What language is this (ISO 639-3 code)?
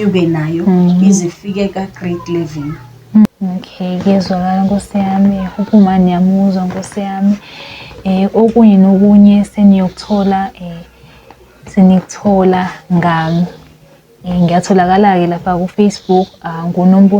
zul